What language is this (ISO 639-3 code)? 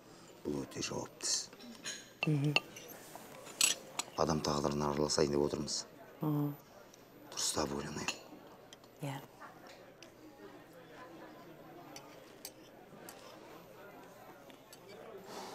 kaz